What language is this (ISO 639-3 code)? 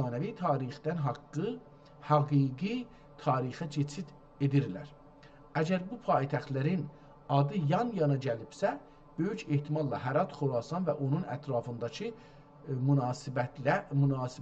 azb